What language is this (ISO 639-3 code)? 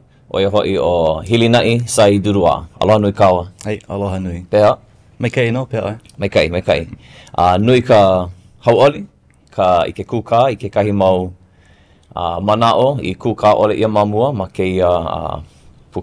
haw